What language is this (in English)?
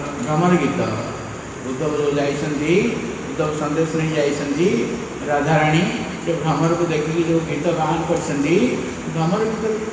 Odia